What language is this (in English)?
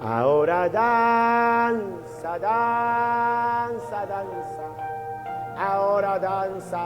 Kekchí